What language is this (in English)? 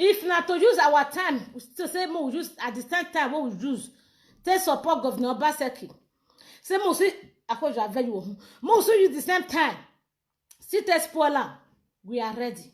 Nigerian Pidgin